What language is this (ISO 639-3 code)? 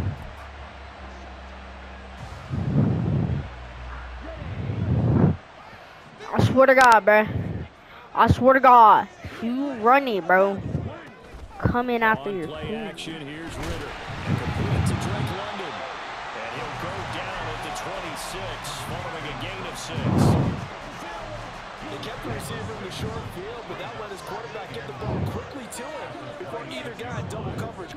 eng